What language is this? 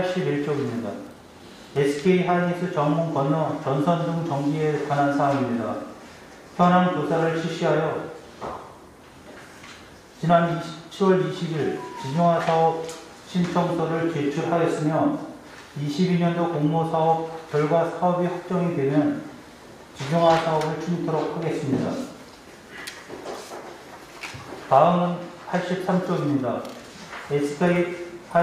Korean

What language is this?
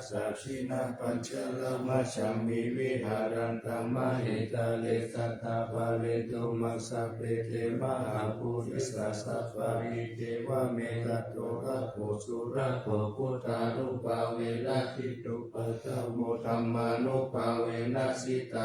Pali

